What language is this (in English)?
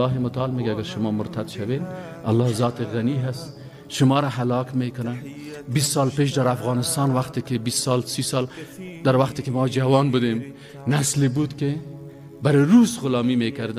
Persian